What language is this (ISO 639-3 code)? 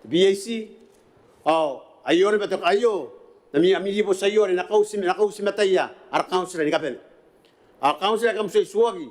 gil